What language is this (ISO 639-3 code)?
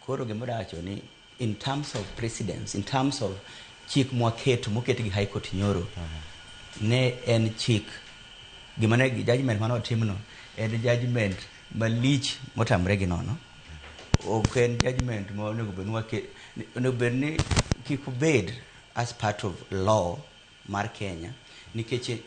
luo